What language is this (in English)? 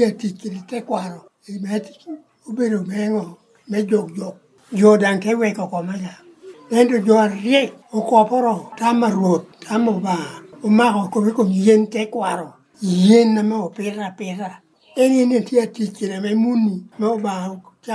Lango (Uganda)